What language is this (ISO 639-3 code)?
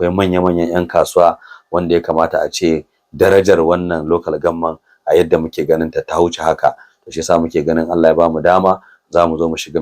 hau